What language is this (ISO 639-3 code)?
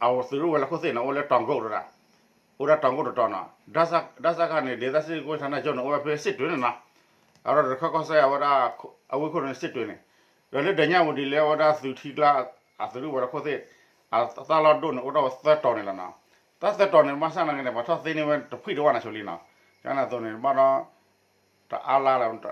ksw